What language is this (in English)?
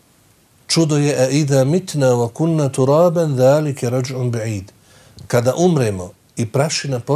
Bosnian